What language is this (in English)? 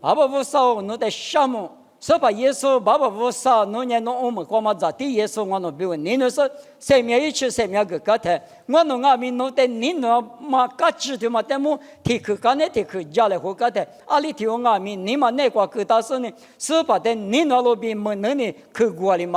Lisu